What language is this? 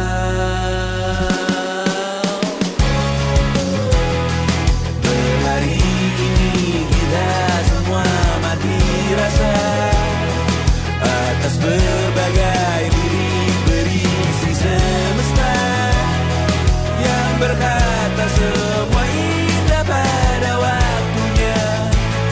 Indonesian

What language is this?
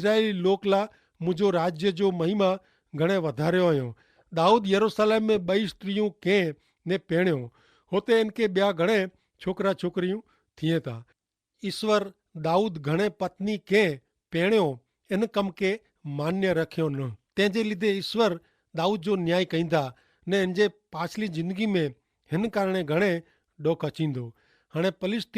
Kachhi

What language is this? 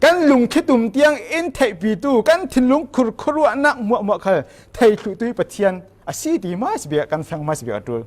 Falam Chin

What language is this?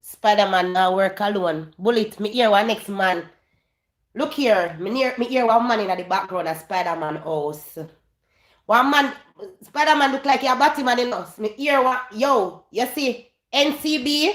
Jamaican Creole English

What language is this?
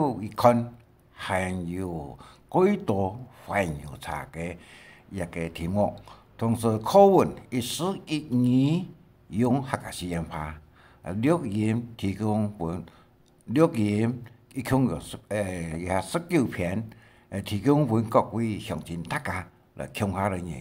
Hakka Chinese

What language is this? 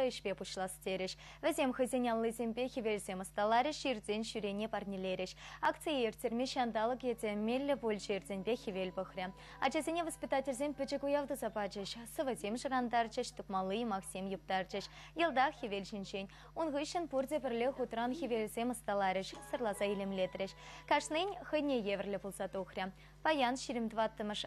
Chuvash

